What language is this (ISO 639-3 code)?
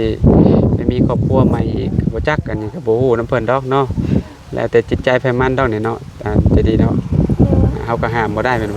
lao